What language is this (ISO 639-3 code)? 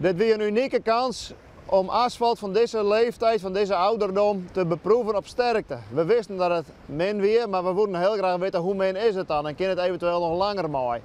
fry